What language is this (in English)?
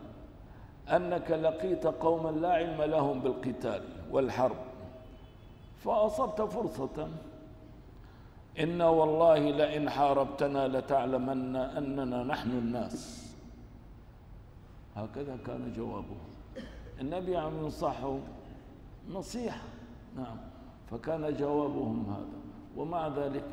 Arabic